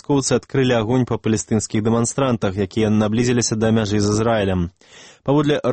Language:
Belarusian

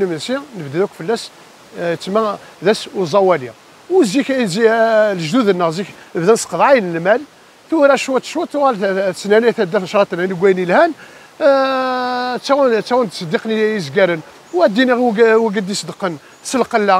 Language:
Kabyle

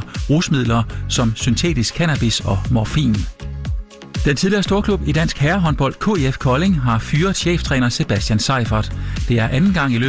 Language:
Danish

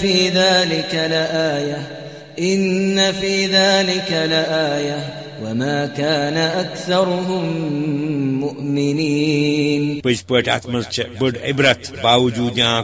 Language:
Kashmiri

